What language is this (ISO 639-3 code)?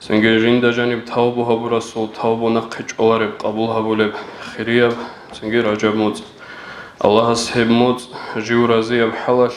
ava